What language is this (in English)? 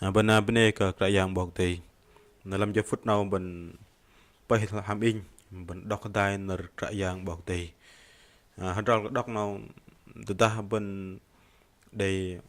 Bahnar